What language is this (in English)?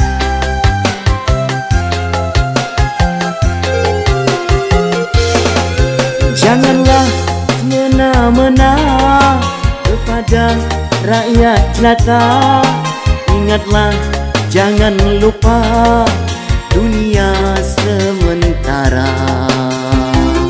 Malay